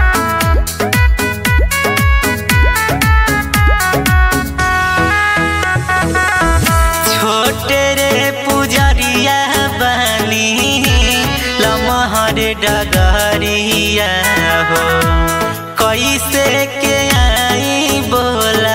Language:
Bhojpuri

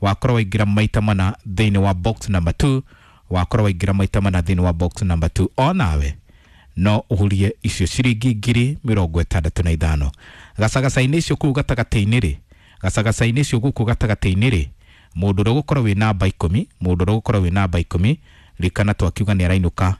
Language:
Kikuyu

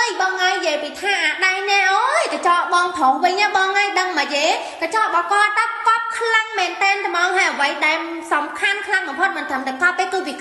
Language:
Khmer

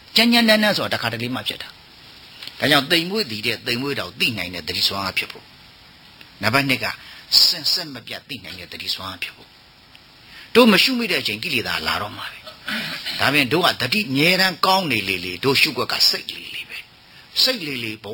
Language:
Burmese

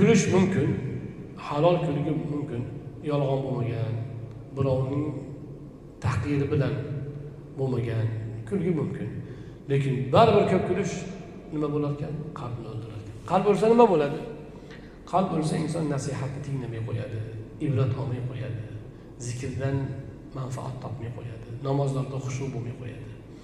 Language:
Uzbek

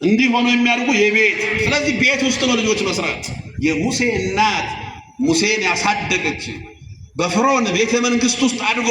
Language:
Amharic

